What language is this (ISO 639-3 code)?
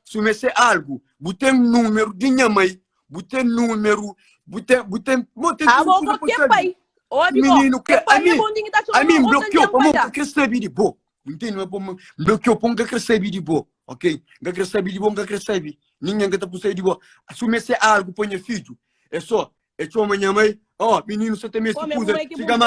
kea